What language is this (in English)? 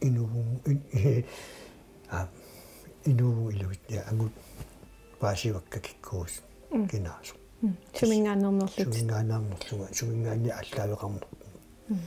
Kalaallisut